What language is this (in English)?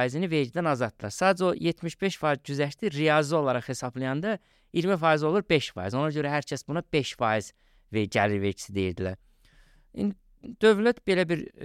Azerbaijani